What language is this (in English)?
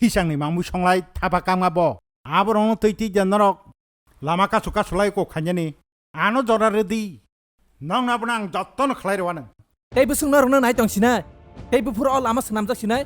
Kok Borok